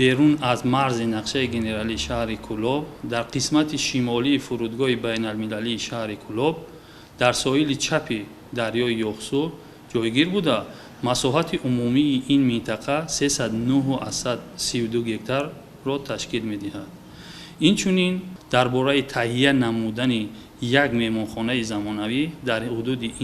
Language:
Tajik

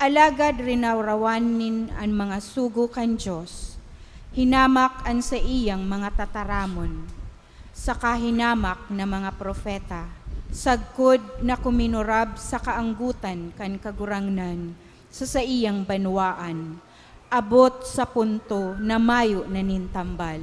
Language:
Bikol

